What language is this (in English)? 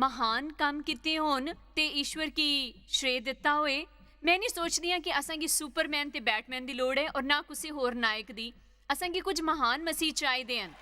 Dogri